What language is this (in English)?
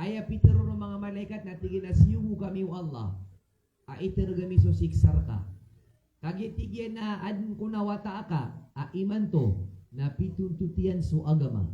Maranao